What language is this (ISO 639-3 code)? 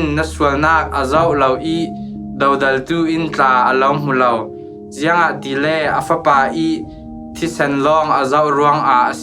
cfm